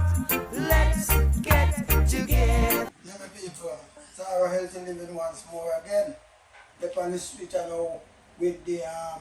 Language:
Jamaican Creole English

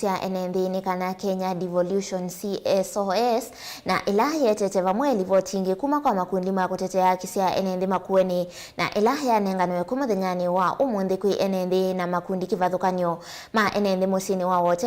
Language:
Kamba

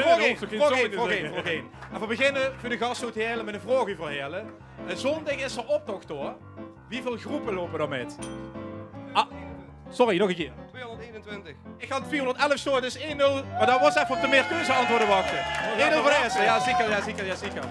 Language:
Limburgish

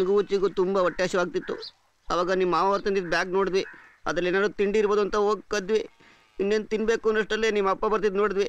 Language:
Kannada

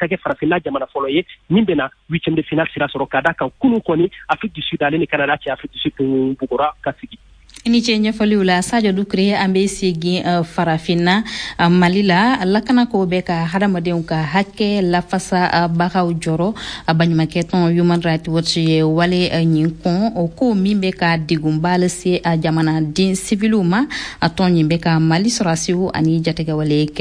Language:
Bambara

